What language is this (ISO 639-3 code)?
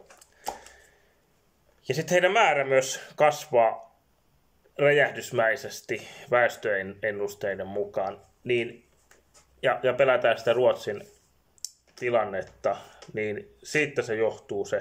fin